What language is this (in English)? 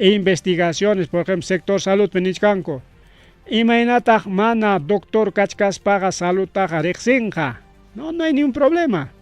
Ayacucho Quechua